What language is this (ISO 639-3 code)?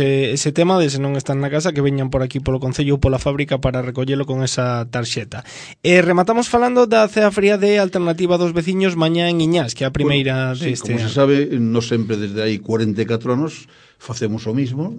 glg